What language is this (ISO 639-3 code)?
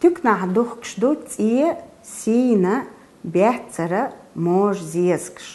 che